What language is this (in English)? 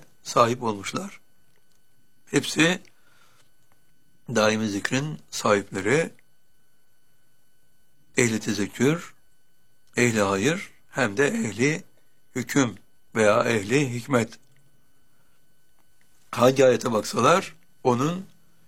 Turkish